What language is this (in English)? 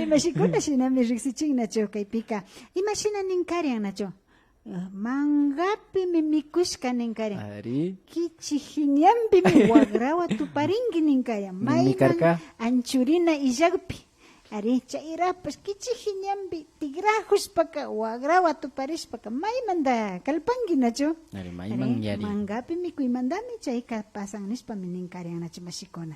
Imbabura Highland Quichua